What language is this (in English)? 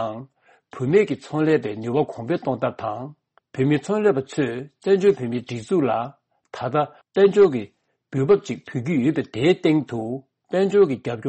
Tibetan